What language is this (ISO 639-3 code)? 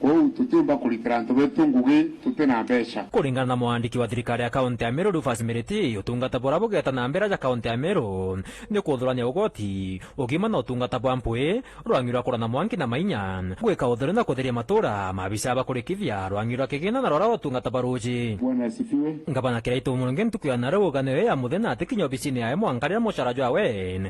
mer